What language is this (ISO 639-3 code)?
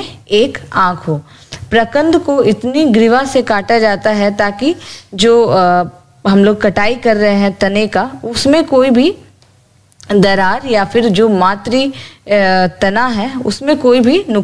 hin